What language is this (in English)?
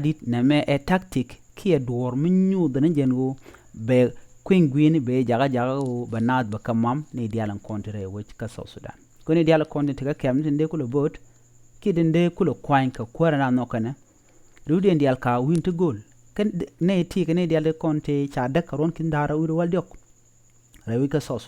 Nuer